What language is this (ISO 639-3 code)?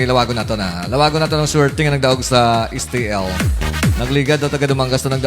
hil